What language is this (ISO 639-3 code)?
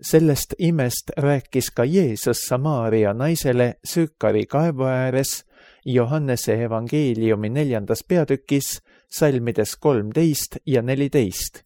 est